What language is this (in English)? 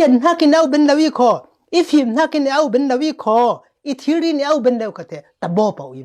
Falam Chin